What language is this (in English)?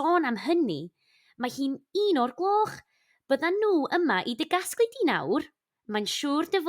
Welsh